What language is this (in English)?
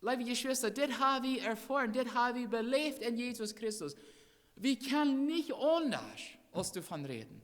Plautdietsch